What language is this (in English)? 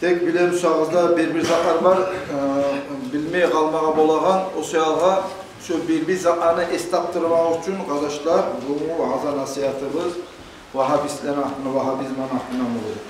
Kumyk